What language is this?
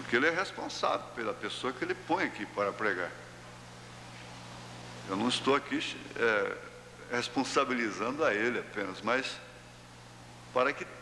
Portuguese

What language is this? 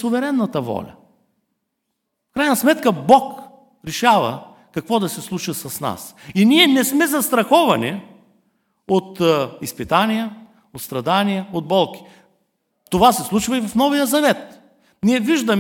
Bulgarian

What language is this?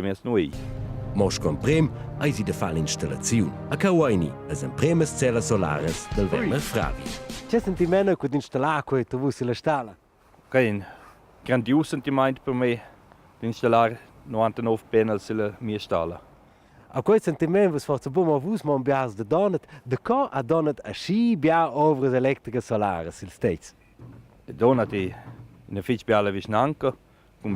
Romansh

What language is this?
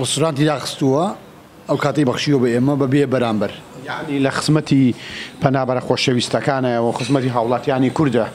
Central Kurdish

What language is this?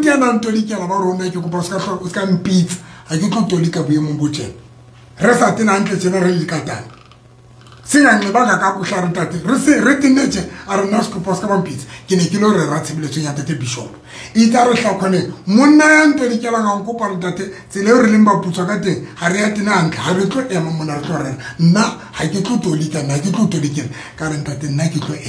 Southern Sotho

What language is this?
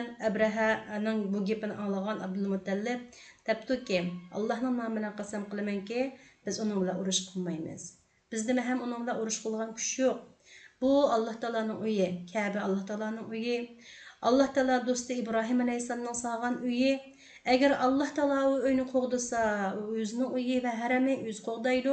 Uyghur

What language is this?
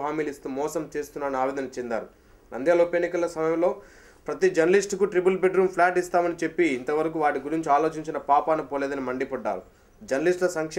Telugu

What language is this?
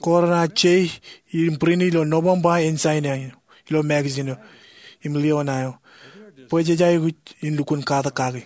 Marshallese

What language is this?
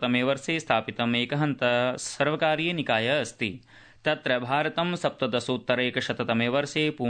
Sanskrit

